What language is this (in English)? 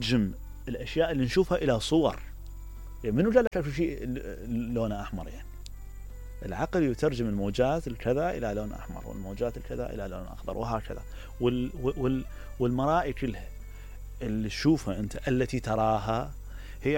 Mesopotamian Arabic